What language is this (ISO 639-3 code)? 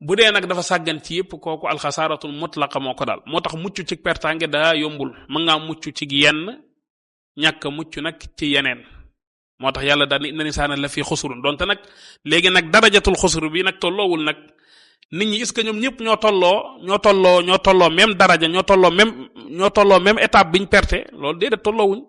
wol